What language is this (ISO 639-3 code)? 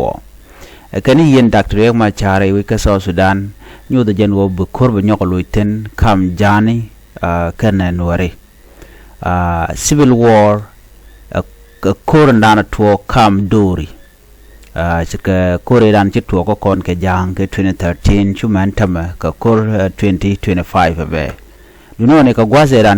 nus